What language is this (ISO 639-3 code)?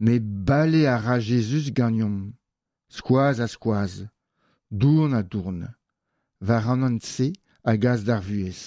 bre